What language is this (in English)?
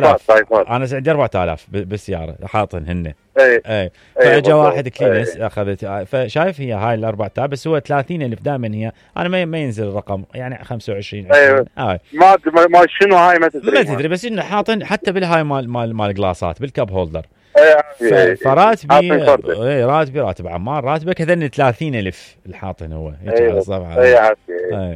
Mesopotamian Arabic